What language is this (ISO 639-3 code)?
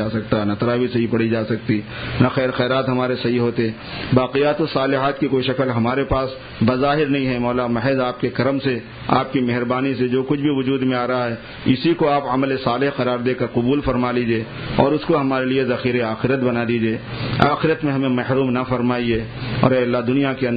urd